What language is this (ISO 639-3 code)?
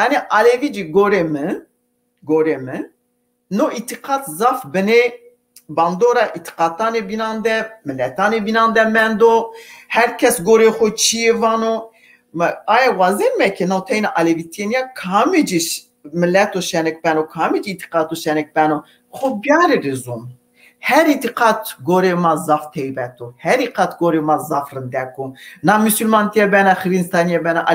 zza